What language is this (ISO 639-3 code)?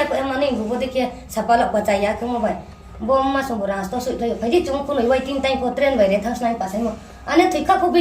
ria